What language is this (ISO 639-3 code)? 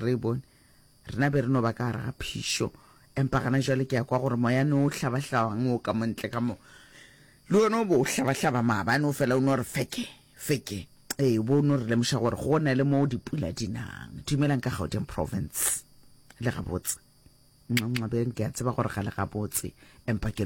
nso